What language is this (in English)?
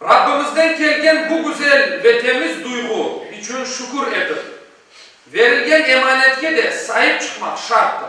Crimean Tatar